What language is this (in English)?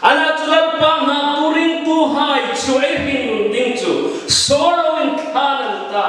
Hmar